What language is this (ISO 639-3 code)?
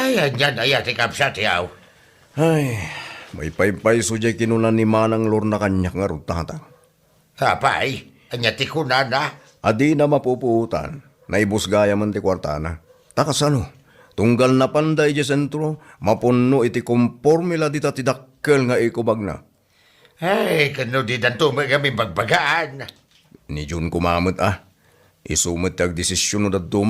ilo